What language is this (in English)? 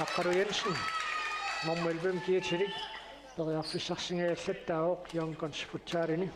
Kalaallisut